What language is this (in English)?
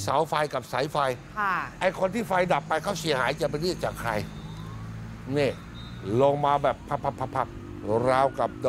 Thai